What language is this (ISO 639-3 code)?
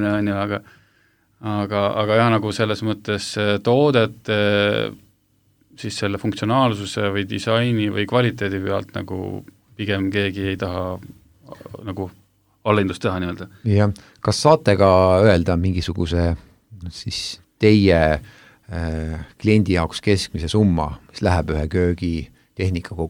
est